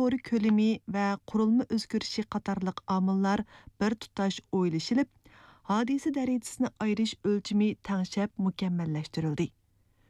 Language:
Uyghur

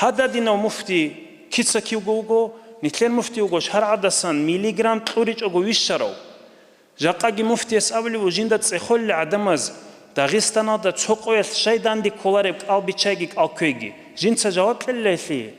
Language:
Avaric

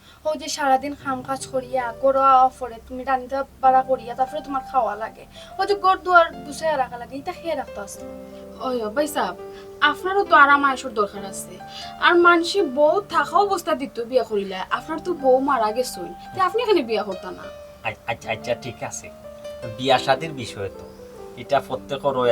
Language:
Sylheti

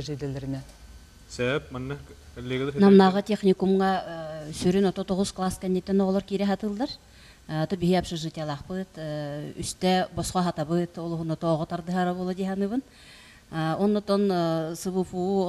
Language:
Yakut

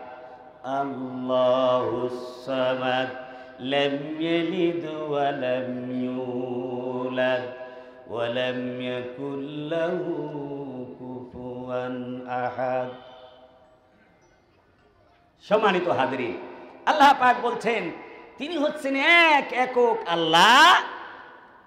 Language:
Bangla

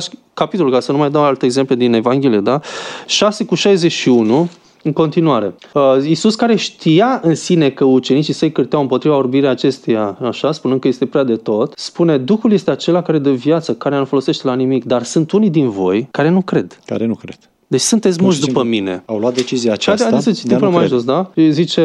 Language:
Romanian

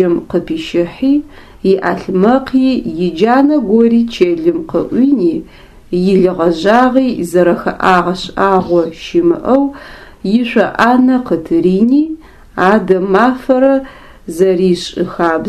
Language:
Adyghe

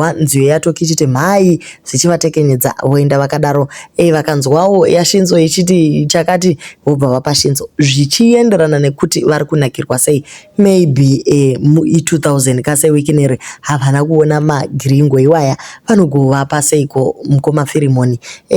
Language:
Shona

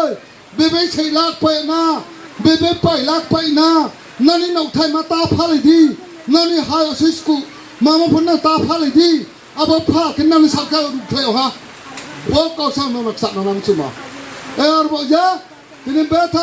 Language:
Riang (India)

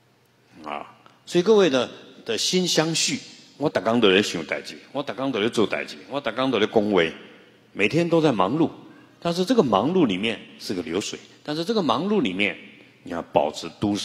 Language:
Chinese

